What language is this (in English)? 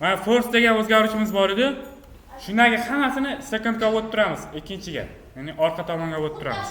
Uzbek